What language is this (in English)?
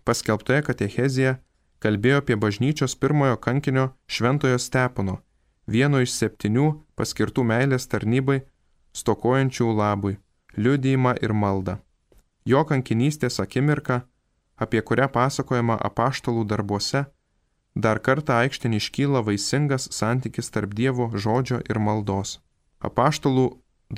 Lithuanian